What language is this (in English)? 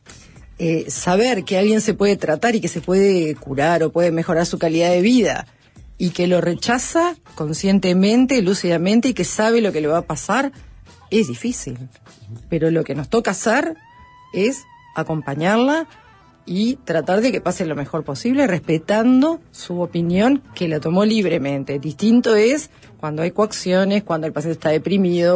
Spanish